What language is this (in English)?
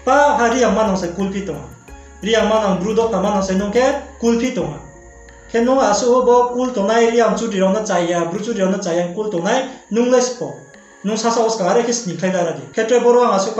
Riang (India)